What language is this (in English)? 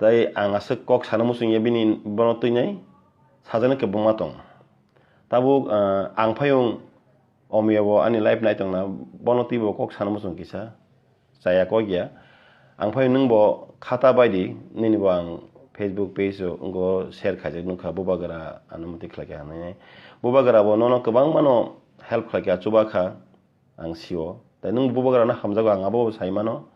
Kok Borok